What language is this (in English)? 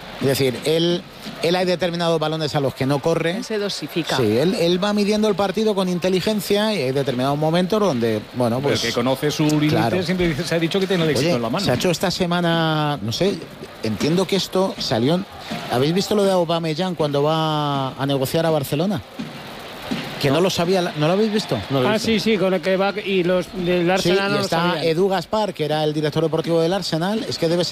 Spanish